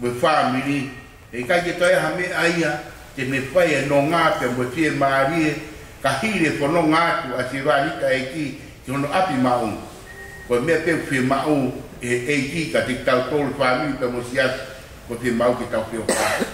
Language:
Tongan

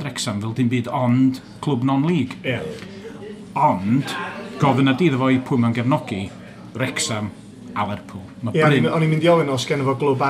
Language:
Welsh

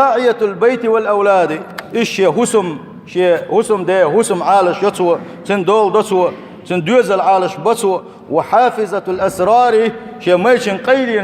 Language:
Chechen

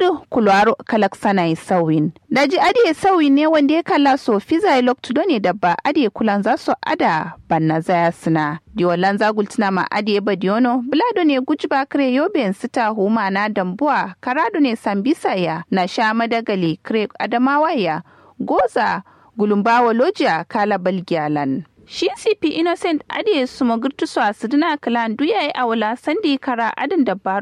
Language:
Kanuri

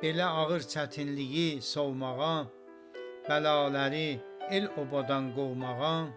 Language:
South Azerbaijani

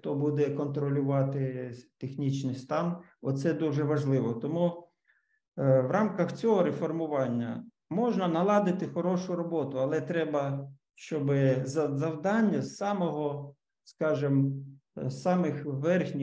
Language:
Ukrainian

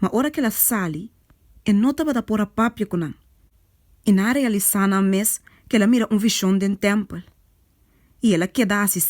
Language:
Papiamento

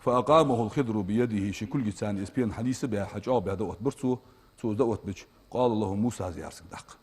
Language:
Ingush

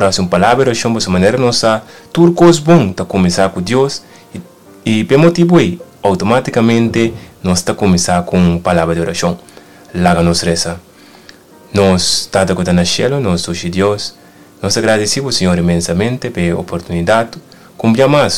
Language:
Papiamento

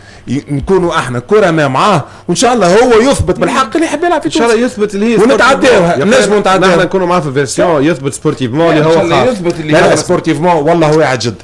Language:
Tunisian Arabic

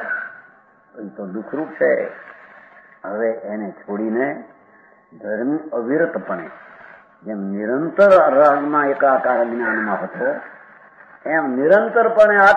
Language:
Gujarati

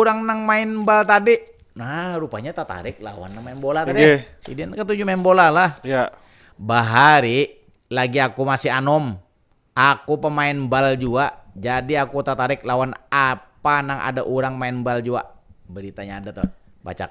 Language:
Banjar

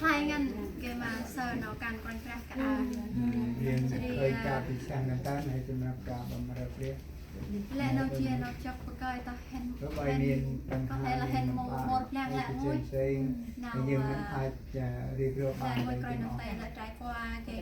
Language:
Central Mnong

